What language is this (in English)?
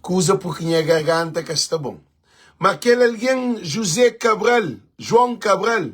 Kabuverdianu